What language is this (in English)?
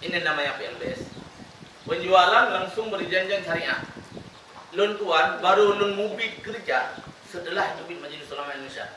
Achinese